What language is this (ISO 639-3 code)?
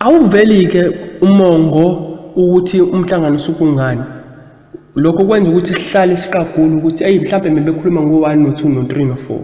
zul